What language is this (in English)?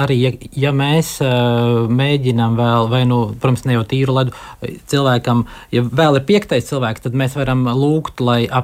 Latvian